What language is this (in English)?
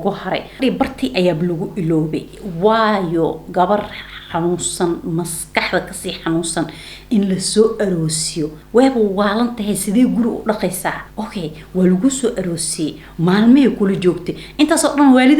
Somali